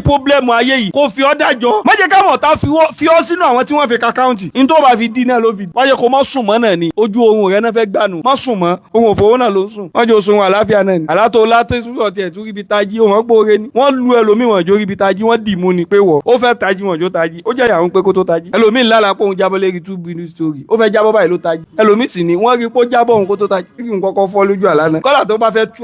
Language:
Yoruba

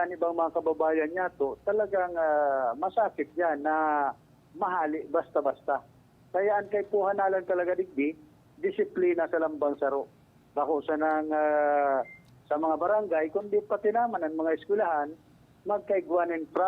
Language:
Bikol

